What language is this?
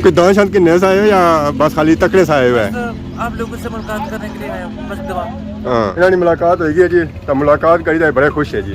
Pahari-Potwari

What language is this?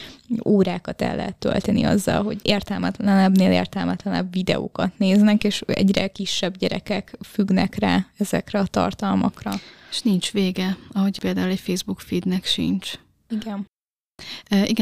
Hungarian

